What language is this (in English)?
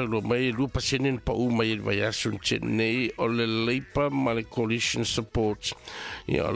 Samoan